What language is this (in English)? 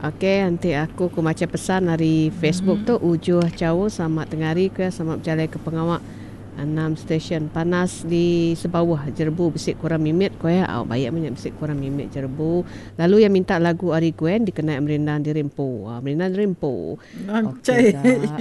Iban